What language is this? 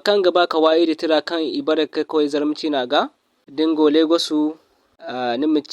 Zarma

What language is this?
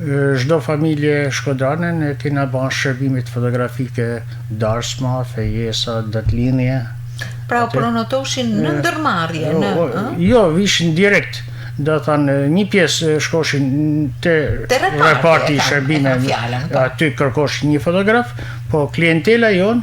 Albanian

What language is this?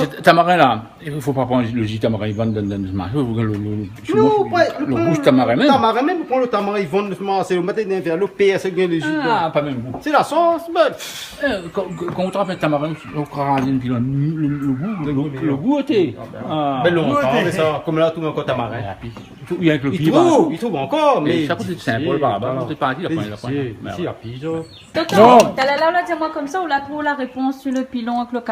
Réunion Creole French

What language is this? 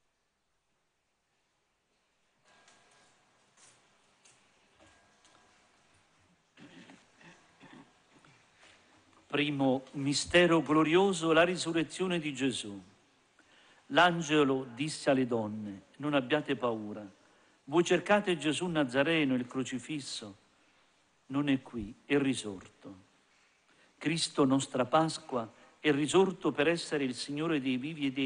Italian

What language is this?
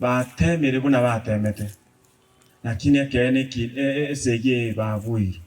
Gusii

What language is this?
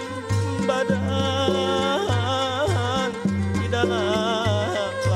Banjar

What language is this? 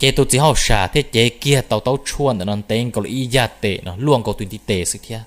Hmong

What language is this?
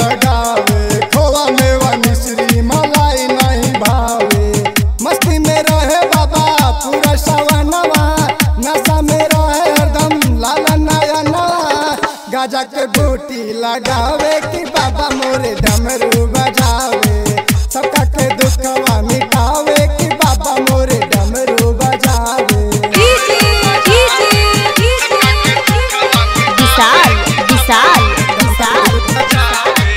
Bhojpuri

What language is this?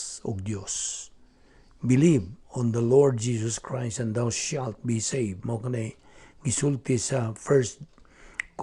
Cebuano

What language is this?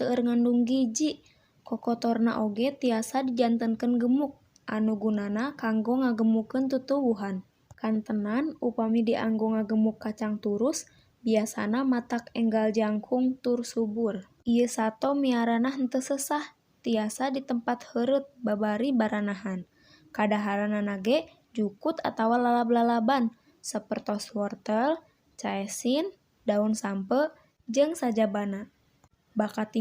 Sundanese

